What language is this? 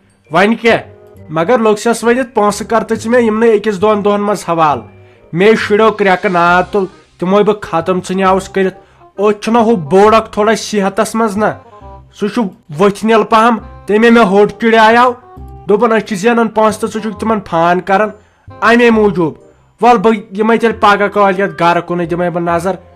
Kashmiri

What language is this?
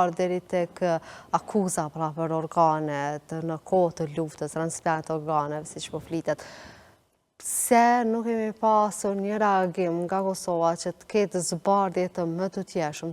Albanian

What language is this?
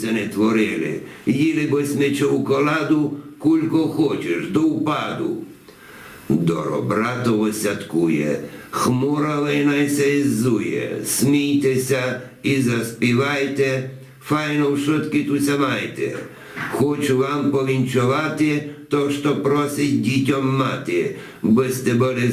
Rusyn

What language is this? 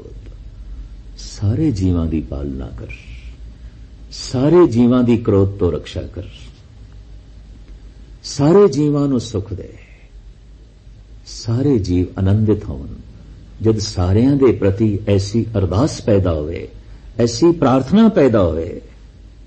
Punjabi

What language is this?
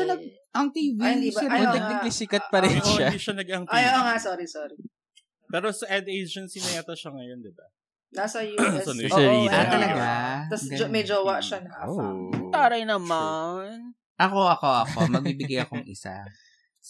Filipino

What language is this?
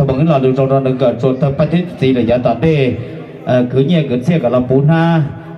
Hmong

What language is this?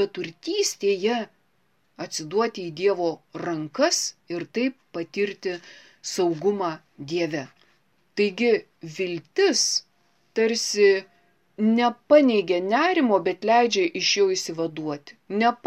Lithuanian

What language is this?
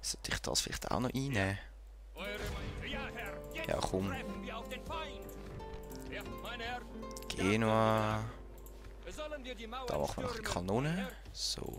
Swiss German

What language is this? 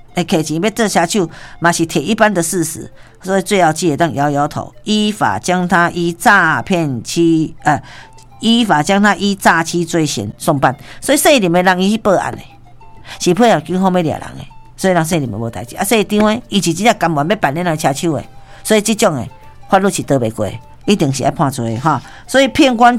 Min Nan Chinese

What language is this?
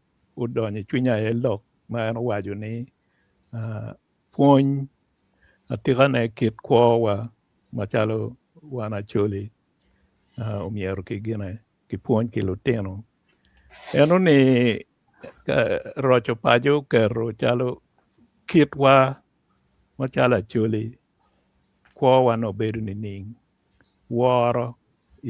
Acoli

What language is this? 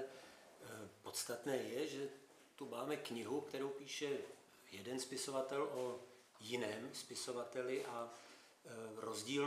Czech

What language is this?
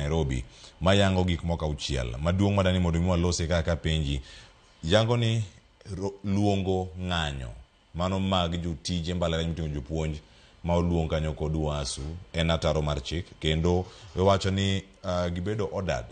Luo (Kenya and Tanzania)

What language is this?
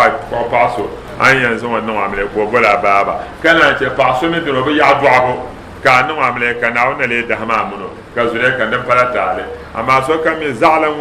Dagbani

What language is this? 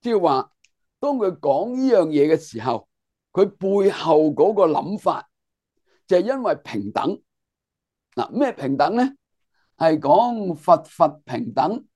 Cantonese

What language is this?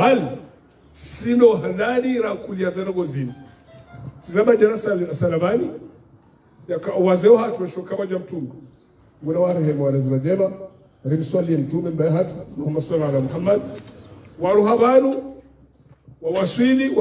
Swahili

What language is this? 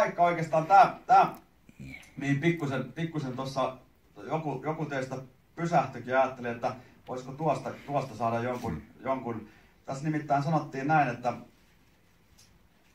Finnish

